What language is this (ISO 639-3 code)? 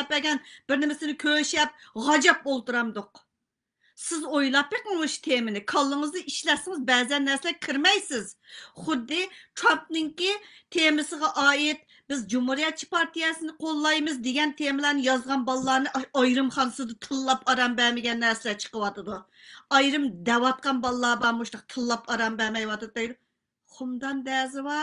uig